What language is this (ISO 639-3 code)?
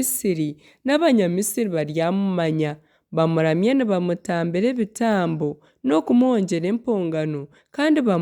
nyn